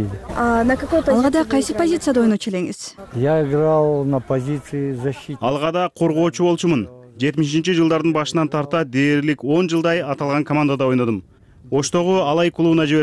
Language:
Kyrgyz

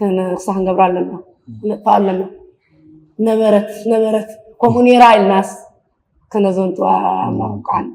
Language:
Tigrinya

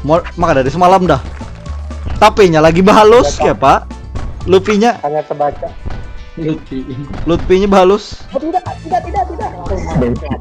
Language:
Banjar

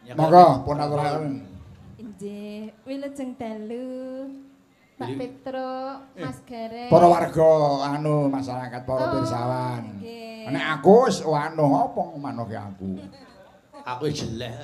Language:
Javanese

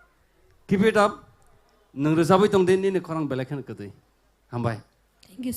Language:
Kok Borok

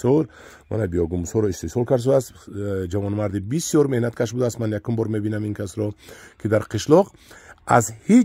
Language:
Tajik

